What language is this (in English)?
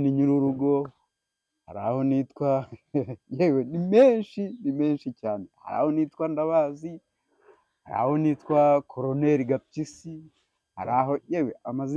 Kinyarwanda